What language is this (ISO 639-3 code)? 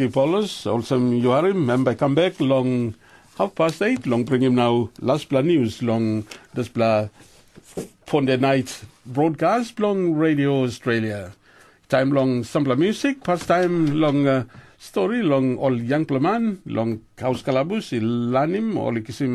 tpi